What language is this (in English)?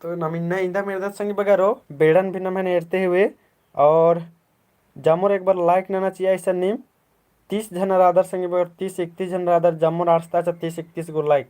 Kurukh